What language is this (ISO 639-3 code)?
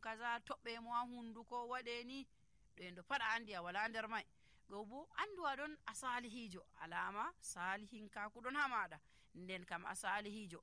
fuv